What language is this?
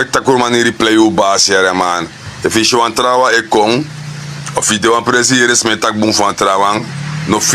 Sranan Tongo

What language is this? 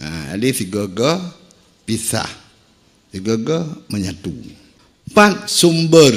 Achinese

